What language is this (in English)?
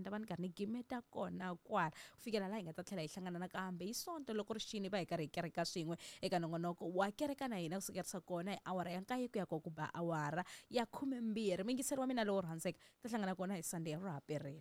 Tsonga